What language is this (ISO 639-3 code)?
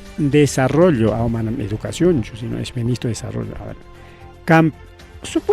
quy